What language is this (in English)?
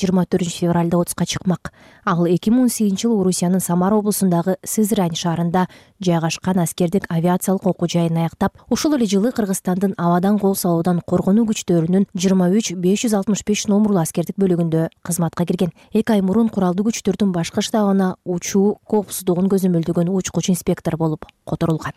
Kyrgyz